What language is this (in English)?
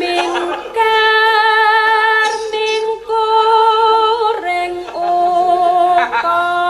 Javanese